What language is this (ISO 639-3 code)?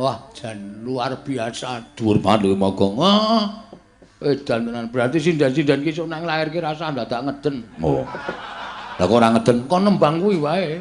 jav